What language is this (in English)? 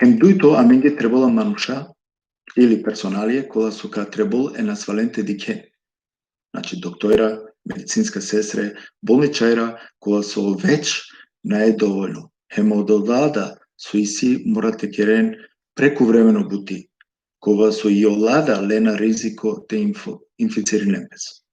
Balkan Romani